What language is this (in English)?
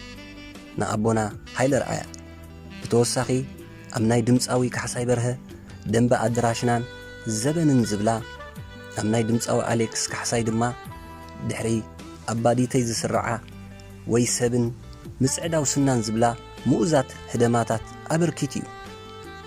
Tigrinya